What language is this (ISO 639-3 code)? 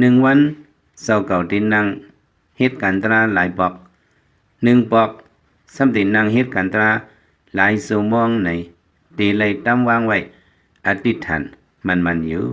lao